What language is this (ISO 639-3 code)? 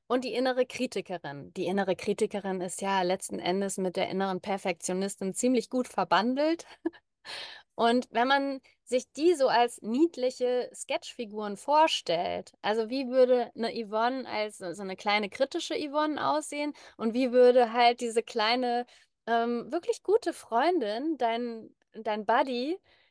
deu